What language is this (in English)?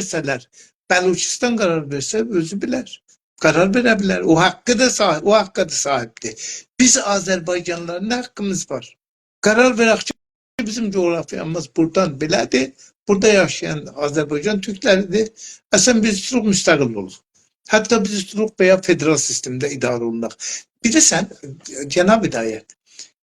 South Azerbaijani